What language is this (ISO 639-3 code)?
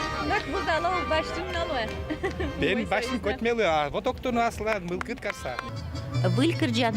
udm